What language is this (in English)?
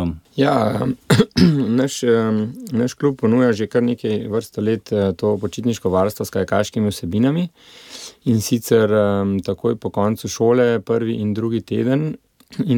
Slovenian